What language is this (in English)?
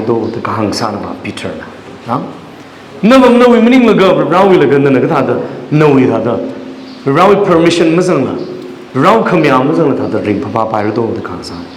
Tangkhul Naga (India)